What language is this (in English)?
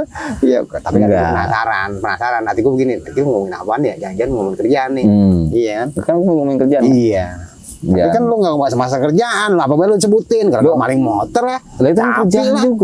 Betawi